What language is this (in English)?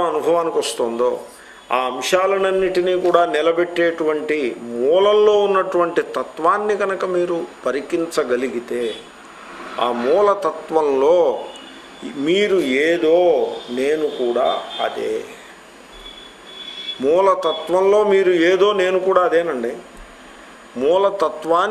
Telugu